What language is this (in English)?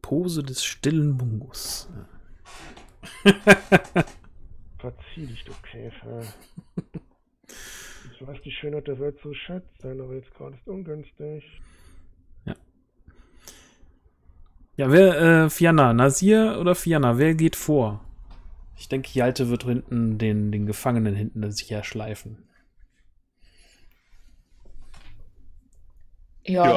German